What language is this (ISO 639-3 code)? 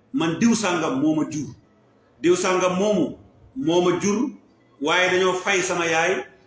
wol